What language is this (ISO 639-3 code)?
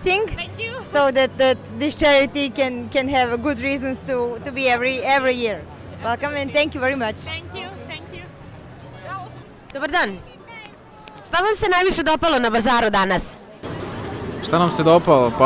srp